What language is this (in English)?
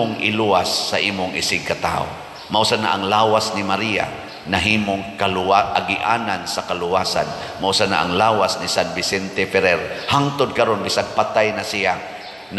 Cebuano